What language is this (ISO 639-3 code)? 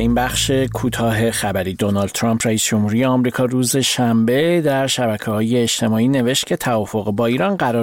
fas